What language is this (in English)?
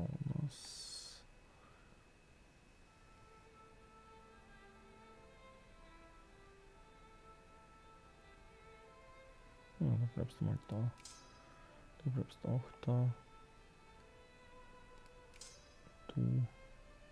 German